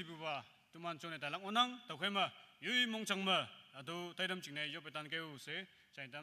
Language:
Naga Pidgin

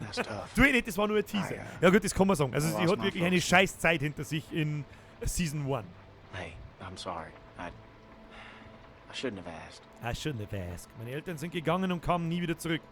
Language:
Bavarian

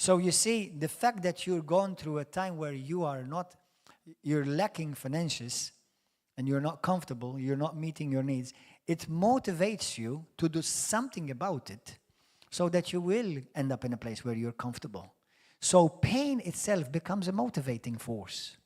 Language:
English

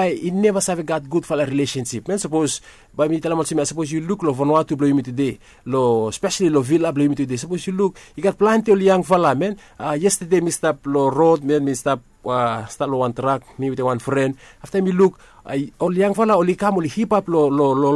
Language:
Bislama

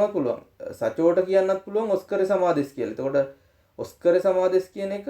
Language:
Sinhala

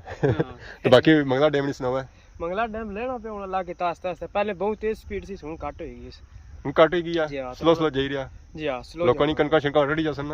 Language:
Pahari-Potwari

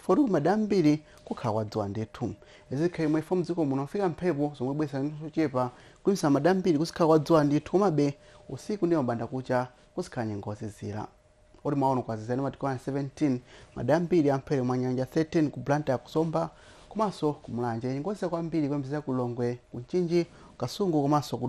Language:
Nyanja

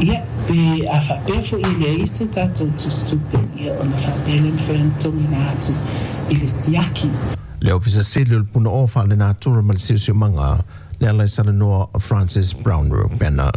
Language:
Samoan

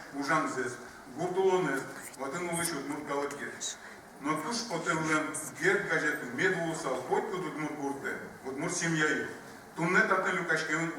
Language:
Udmurt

